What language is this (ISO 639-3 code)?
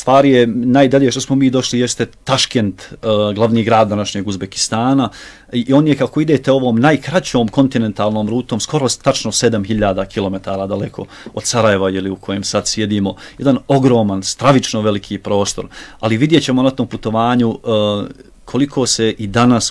bos